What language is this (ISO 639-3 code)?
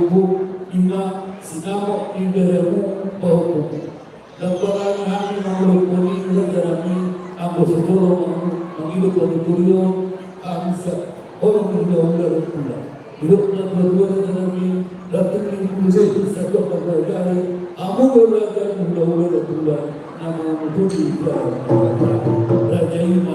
bbc